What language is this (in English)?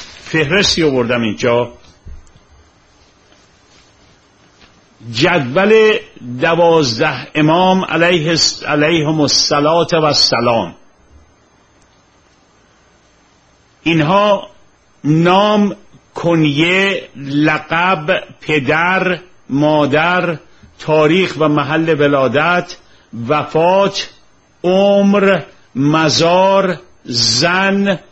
Persian